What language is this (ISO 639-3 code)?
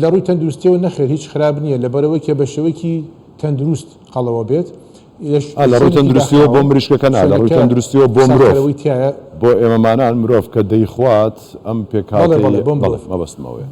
ckb